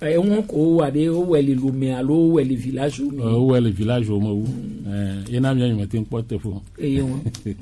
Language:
Gen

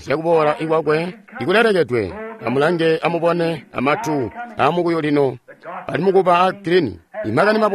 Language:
Tonga (Zambia)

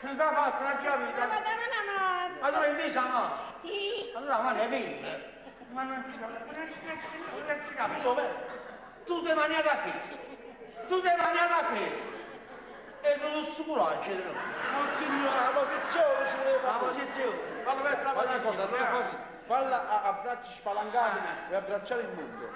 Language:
Neapolitan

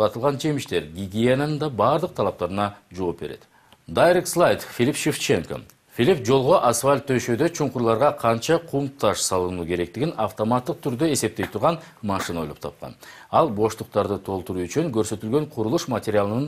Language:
Kyrgyz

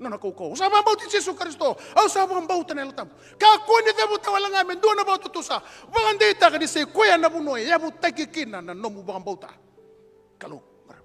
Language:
Fijian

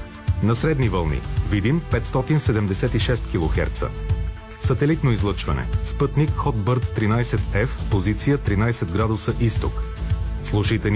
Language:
Bulgarian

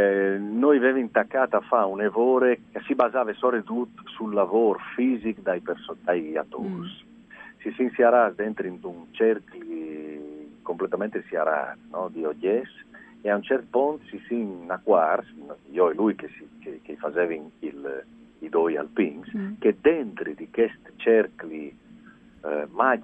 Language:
Friulian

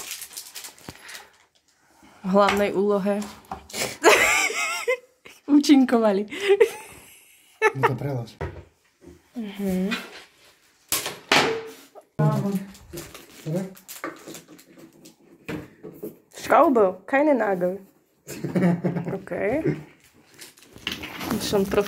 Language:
Slovak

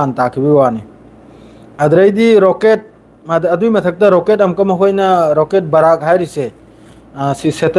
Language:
Manipuri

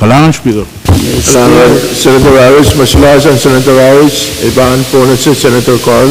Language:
Pohnpeian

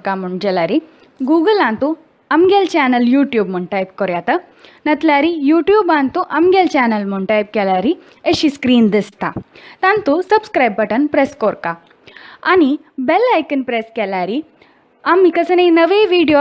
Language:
Konkani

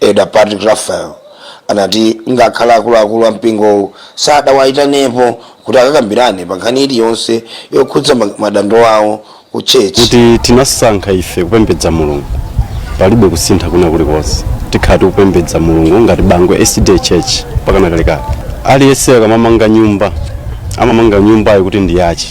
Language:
Nyanja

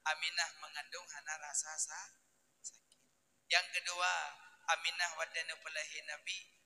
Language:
Achinese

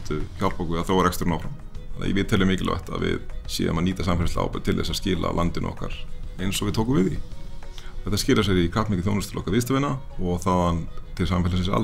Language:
Icelandic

